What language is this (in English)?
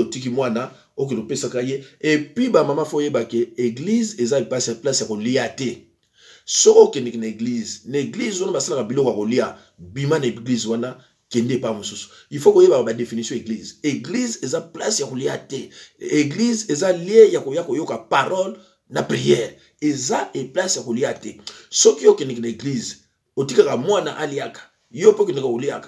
Lingala